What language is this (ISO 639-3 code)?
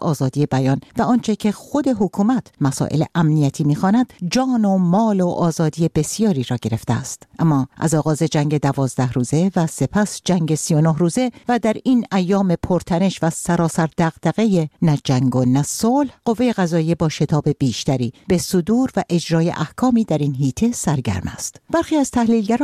fas